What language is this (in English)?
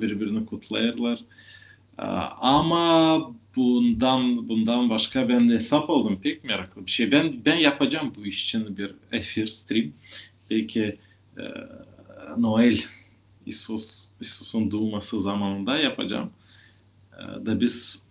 Gagauz